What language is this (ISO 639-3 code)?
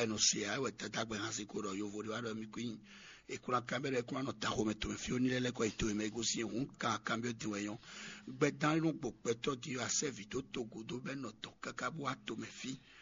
fon